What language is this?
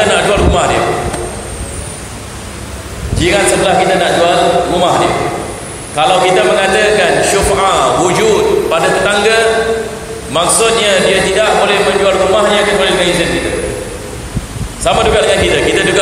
Malay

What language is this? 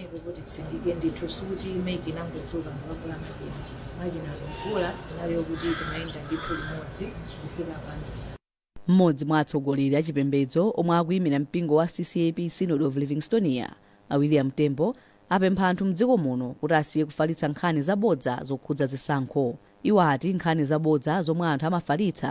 Nyanja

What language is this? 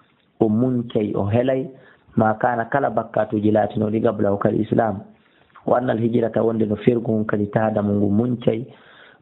Fula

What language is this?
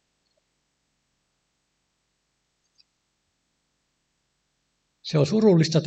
Finnish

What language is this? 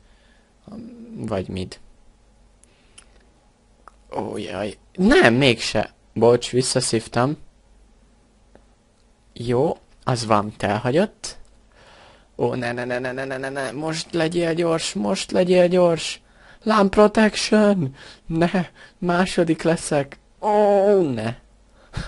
Hungarian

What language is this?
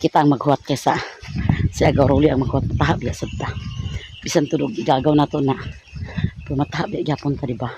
Cebuano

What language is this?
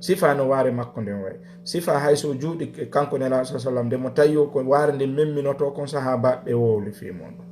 Fula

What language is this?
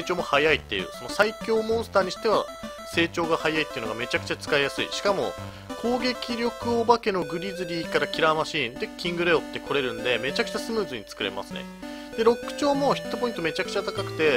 Japanese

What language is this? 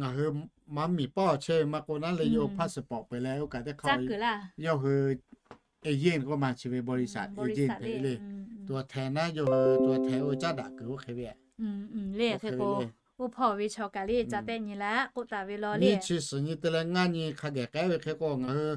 Lahu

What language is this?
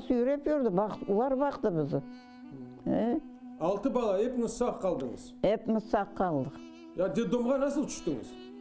Crimean Tatar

